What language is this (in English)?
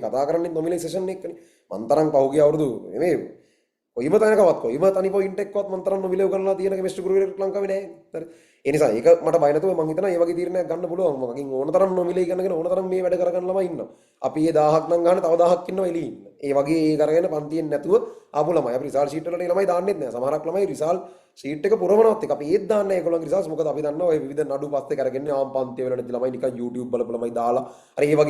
Sinhala